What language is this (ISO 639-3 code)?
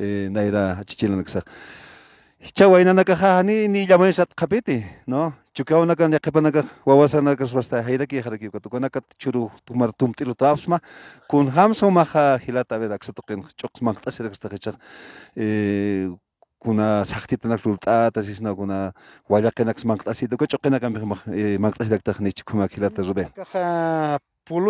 aym